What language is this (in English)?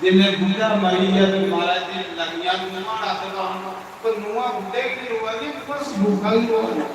Dogri